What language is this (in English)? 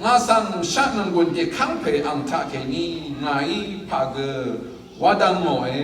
Rawang